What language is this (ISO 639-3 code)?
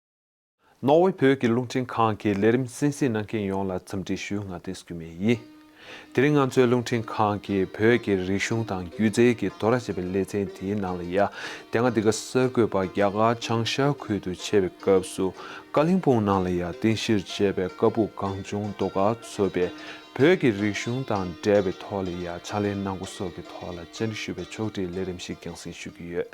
bod